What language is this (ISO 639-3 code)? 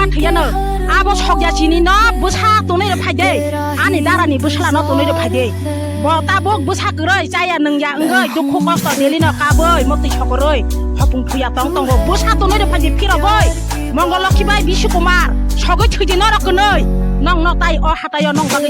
trp